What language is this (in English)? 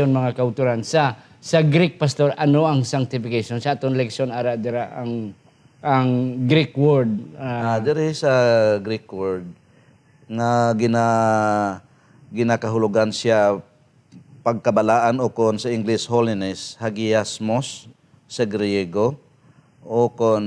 Hiligaynon